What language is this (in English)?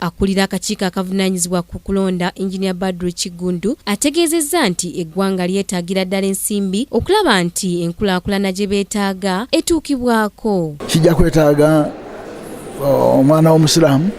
Ganda